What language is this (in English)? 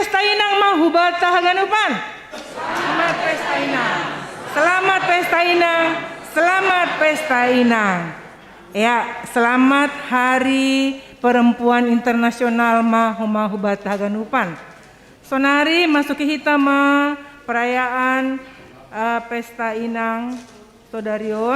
Batak Simalungun